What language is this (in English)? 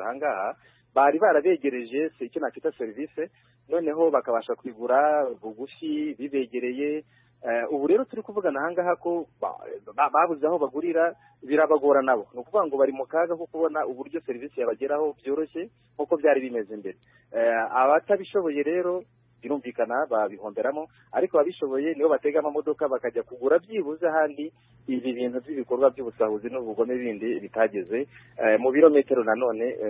Kinyarwanda